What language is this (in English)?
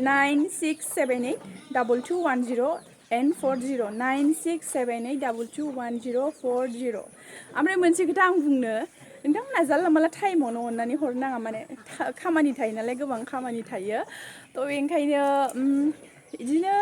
Bodo